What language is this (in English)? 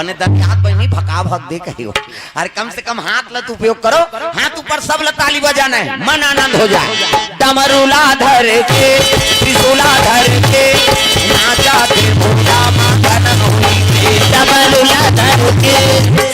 Chhattisgarhi